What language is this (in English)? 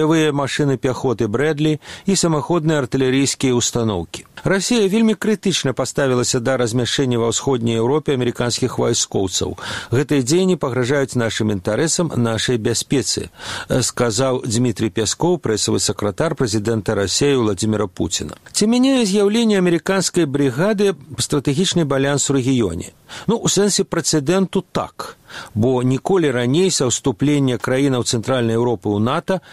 Belarusian